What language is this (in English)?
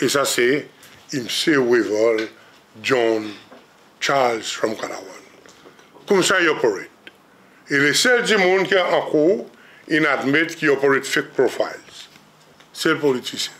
Seselwa Creole French